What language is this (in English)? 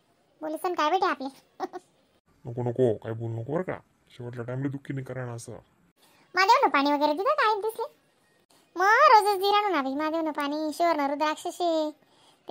Khandesi